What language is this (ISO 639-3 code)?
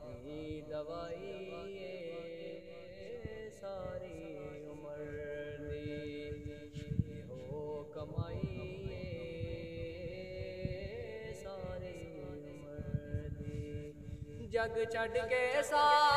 pan